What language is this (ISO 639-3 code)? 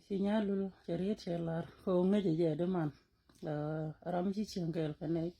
nus